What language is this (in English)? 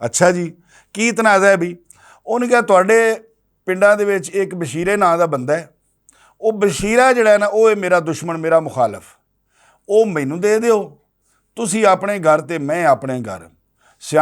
Western Panjabi